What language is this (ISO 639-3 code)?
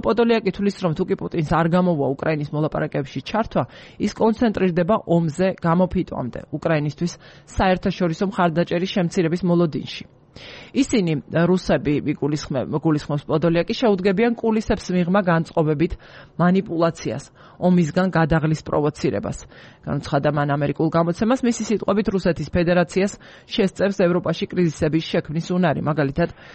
kat